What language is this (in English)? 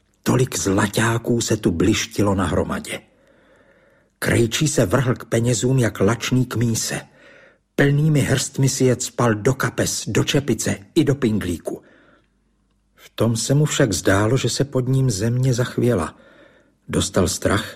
Czech